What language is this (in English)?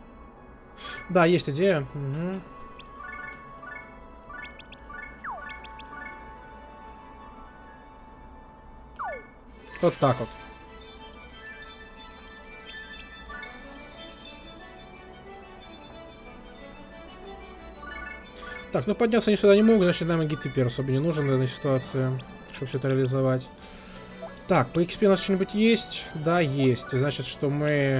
Russian